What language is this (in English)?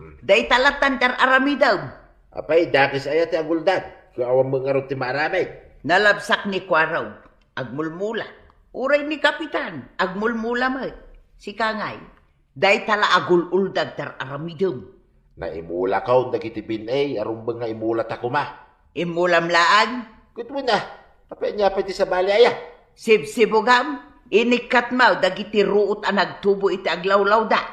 Iloko